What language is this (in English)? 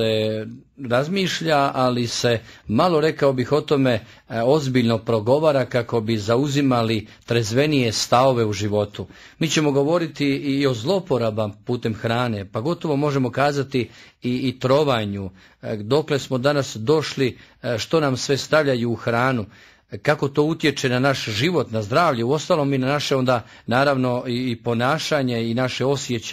Croatian